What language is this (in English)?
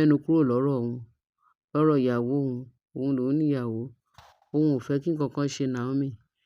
Yoruba